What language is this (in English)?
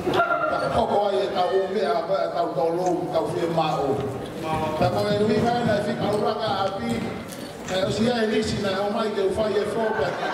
Tongan